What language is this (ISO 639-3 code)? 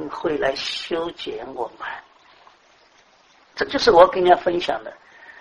zho